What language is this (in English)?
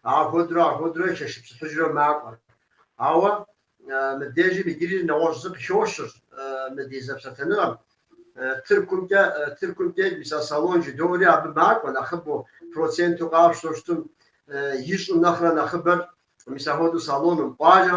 Kabardian